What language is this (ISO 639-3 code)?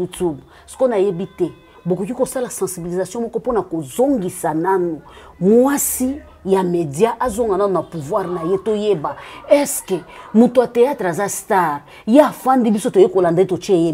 lin